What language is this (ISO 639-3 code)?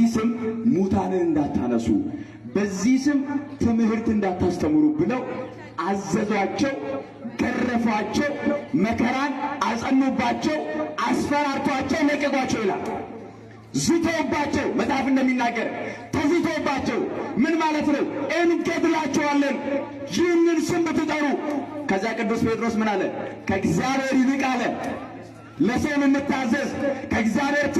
amh